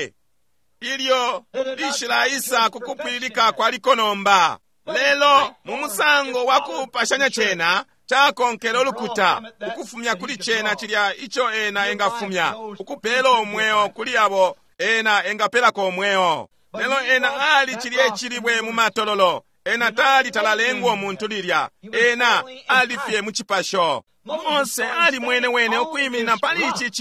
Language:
Bemba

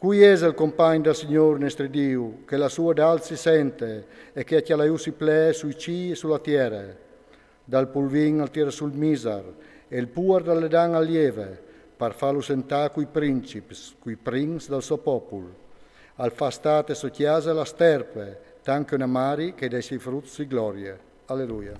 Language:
Friulian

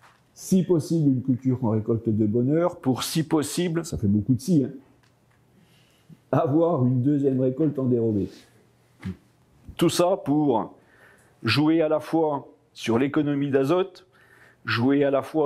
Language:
French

